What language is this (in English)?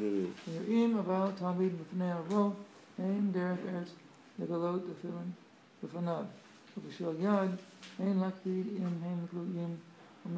Hebrew